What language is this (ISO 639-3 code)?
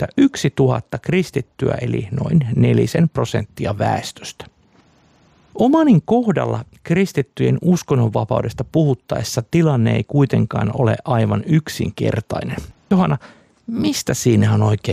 fin